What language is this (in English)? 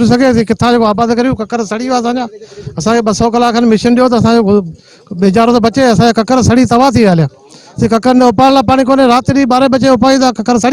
Sindhi